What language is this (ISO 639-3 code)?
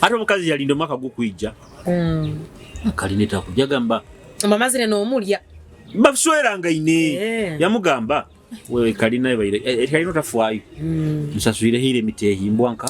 nyo